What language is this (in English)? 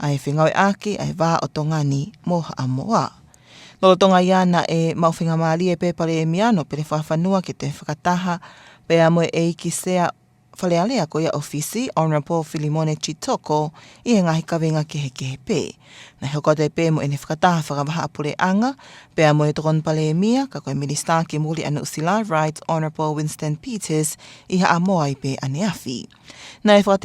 Tongan